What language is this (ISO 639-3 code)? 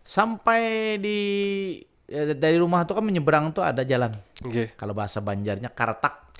bjn